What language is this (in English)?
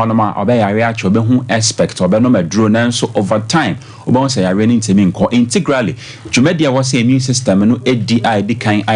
Akan